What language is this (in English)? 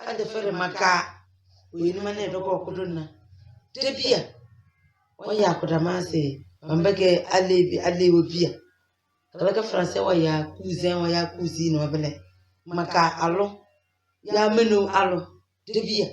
Tem